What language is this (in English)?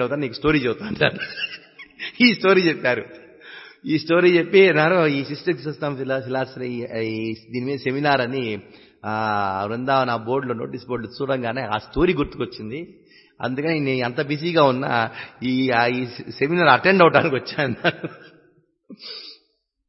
Telugu